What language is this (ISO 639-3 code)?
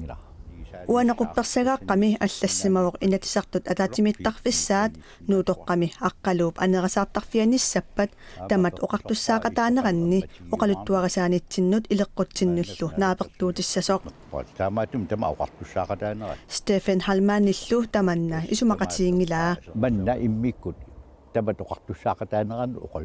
kal